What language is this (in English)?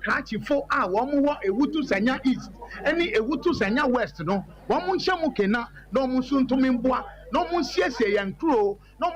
Akan